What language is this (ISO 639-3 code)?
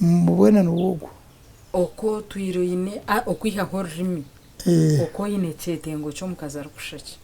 nyn